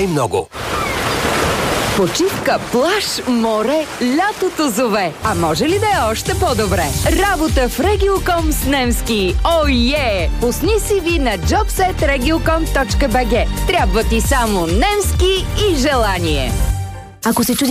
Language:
Bulgarian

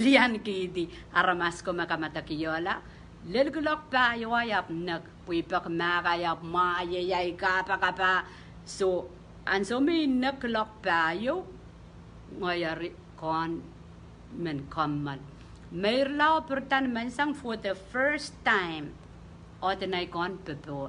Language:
Pohnpeian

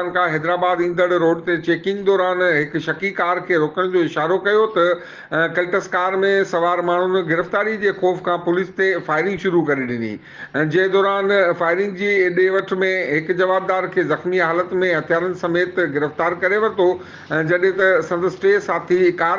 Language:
Sindhi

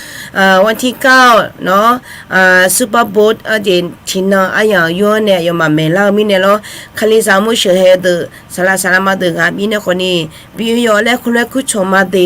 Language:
Akha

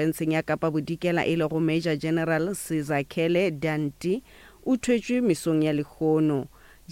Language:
Northern Sotho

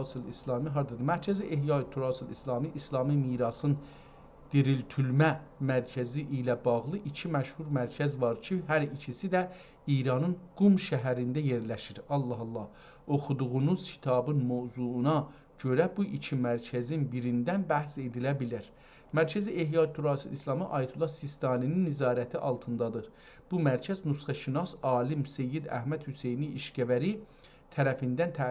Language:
South Azerbaijani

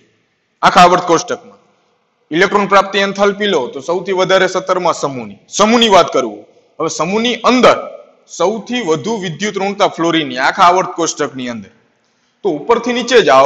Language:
Gujarati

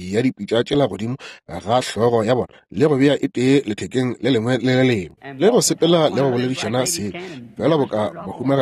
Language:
Northern Sotho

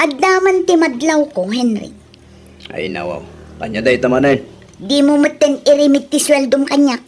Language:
Iloko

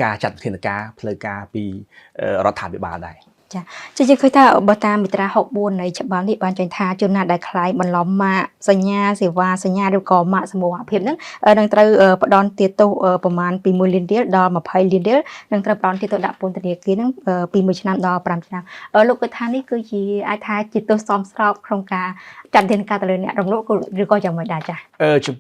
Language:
Khmer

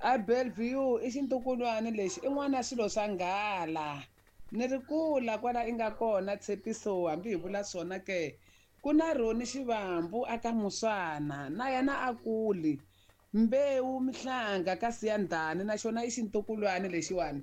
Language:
Tsonga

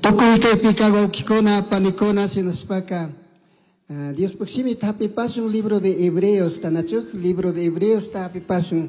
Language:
Chimborazo Highland Quichua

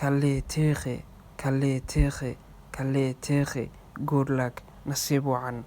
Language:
Somali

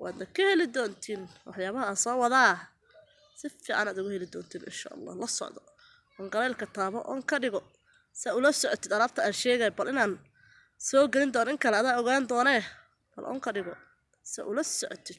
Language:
Somali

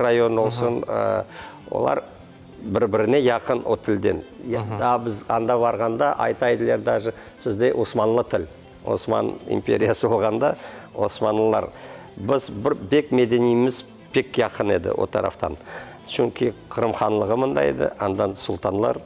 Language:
Crimean Tatar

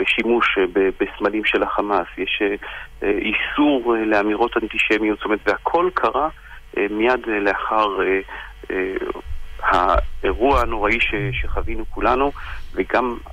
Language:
Hebrew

